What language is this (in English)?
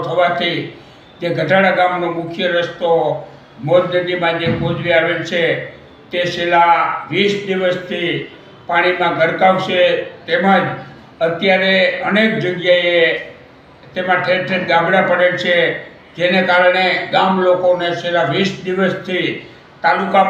Gujarati